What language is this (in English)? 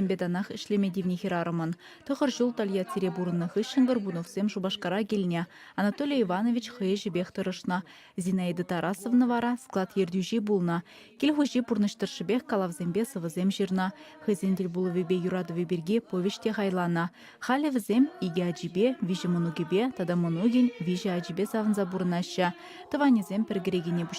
Chuvash